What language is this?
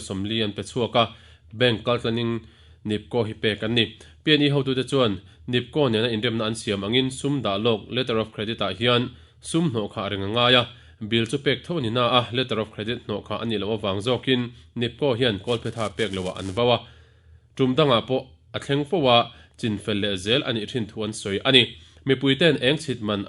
Mizo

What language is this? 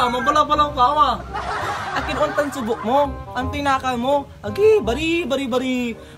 Pangasinan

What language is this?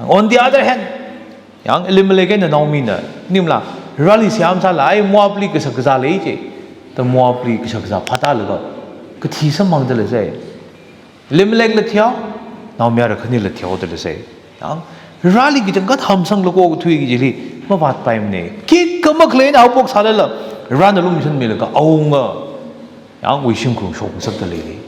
Tangkhul Naga (India)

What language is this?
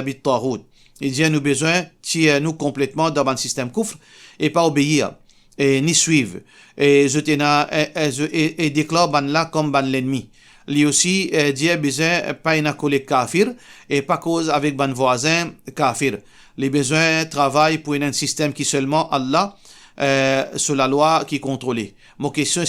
Morisyen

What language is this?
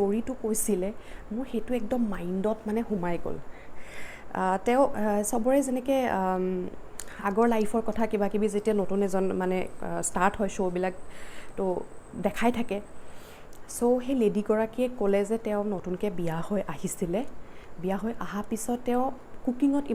Assamese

